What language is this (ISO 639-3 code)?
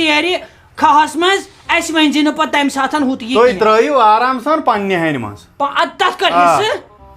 kas